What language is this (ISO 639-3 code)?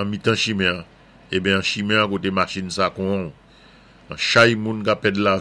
acf